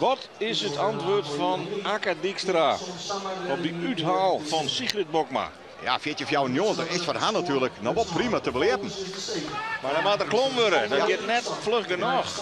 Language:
Western Frisian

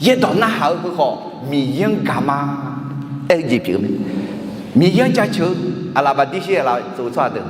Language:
Akha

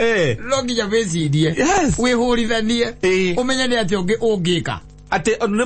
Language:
Kikuyu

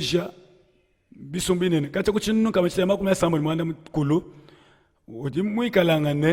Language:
Luba-Lulua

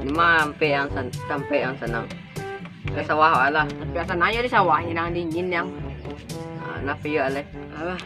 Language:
Minangkabau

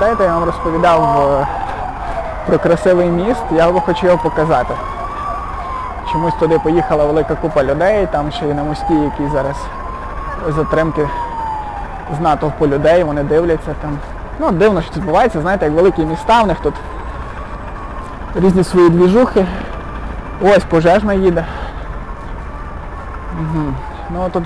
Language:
Ukrainian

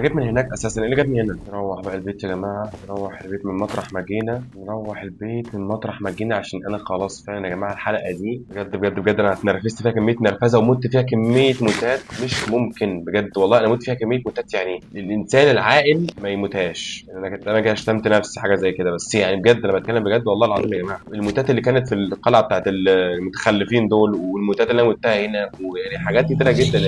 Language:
Egyptian Arabic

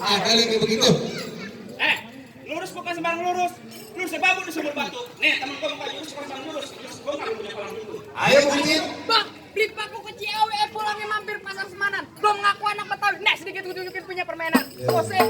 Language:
Betawi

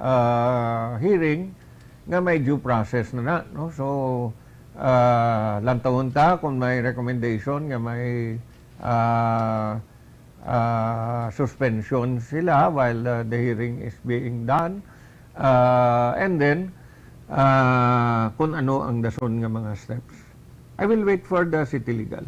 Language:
Hiligaynon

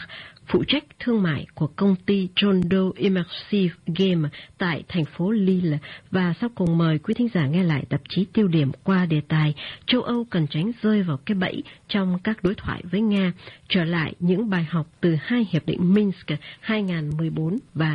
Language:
Vietnamese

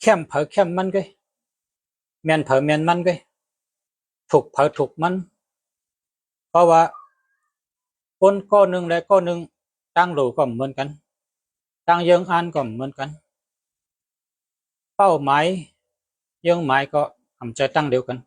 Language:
Shan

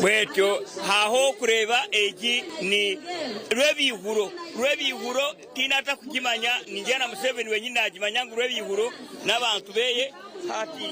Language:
Nyankole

